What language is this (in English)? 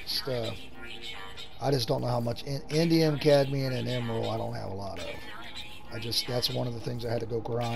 English